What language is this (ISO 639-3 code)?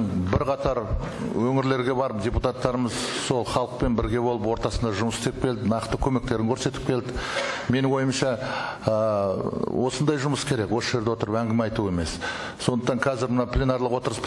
kaz